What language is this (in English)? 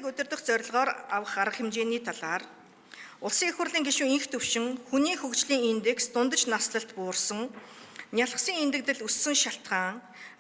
Mongolian